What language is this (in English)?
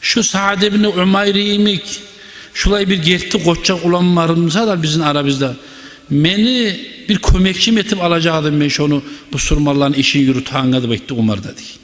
Kumyk